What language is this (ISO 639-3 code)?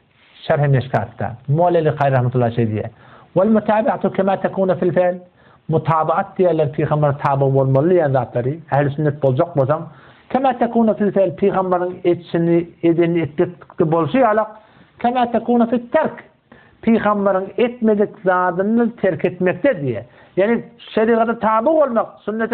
tuk